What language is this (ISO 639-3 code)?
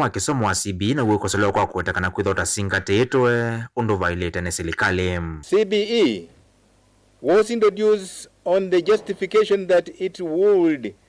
kam